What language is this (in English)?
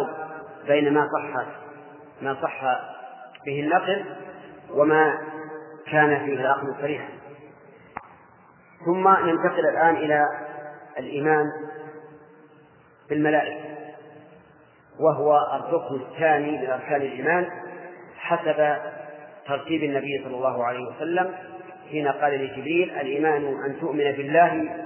Arabic